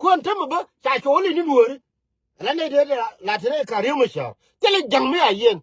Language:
Nuer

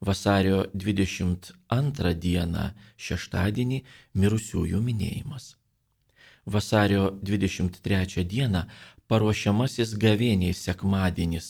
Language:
Lithuanian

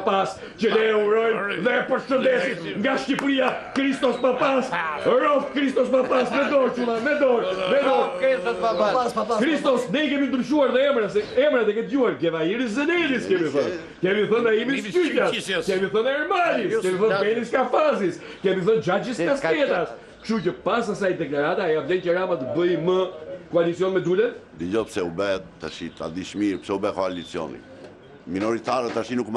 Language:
Albanian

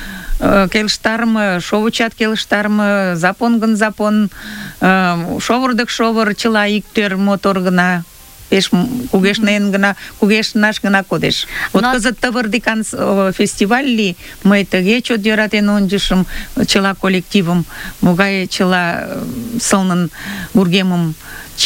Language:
Mari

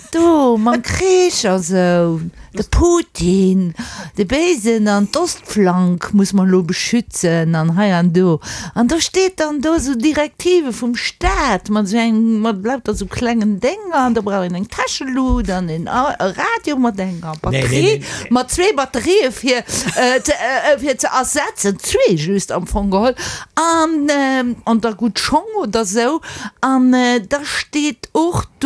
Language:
Luxembourgish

